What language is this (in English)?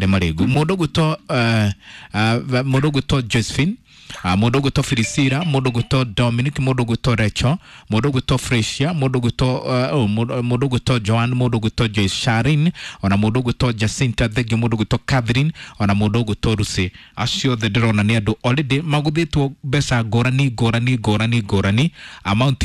Kikuyu